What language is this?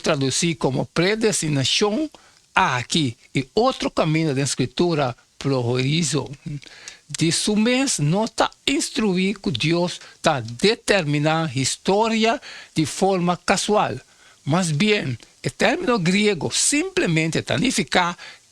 Papiamento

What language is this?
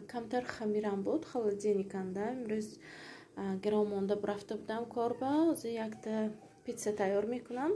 Tajik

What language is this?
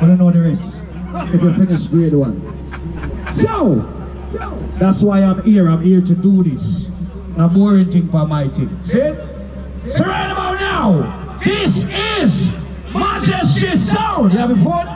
Jamaican Creole English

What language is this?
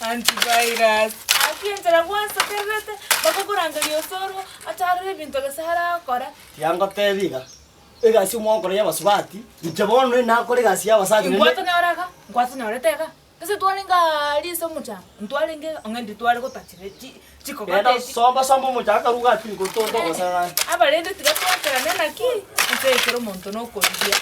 Gusii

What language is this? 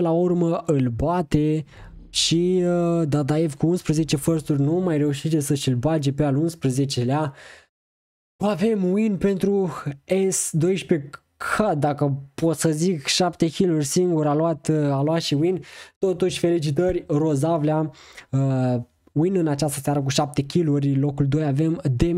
Romanian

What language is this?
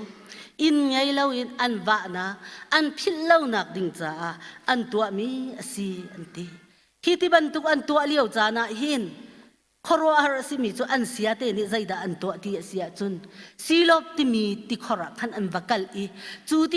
Hakha Chin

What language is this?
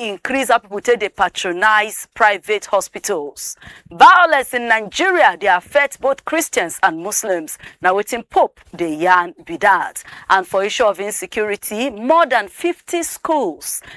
Nigerian Pidgin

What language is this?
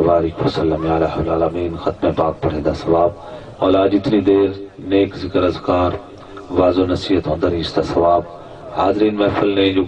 Saraiki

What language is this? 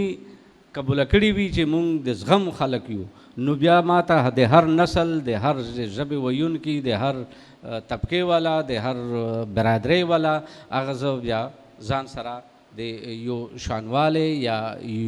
Pashto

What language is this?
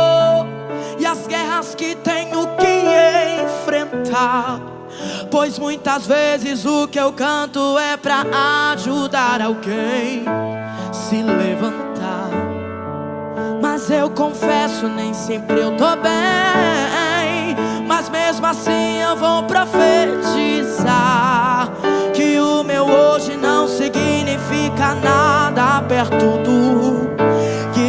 Portuguese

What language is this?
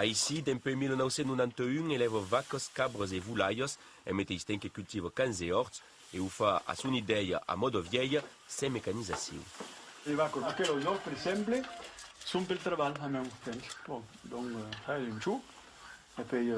Occitan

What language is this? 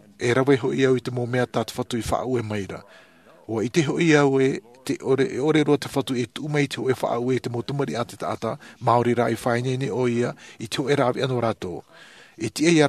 Tahitian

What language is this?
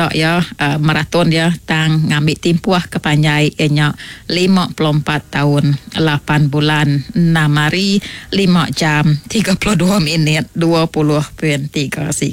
Iban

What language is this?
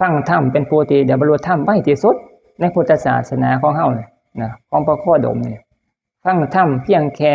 Northeastern Thai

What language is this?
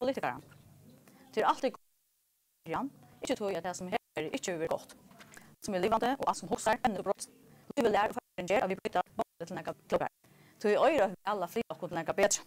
Faroese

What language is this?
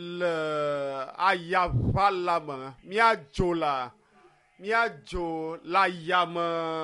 Ewe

